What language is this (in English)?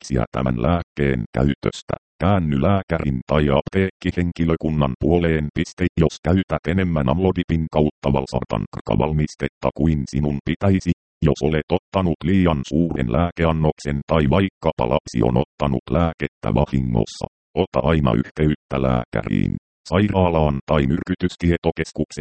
Finnish